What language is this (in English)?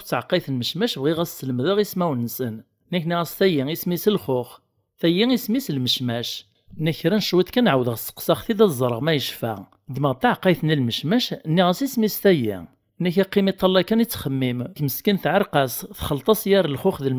Kabyle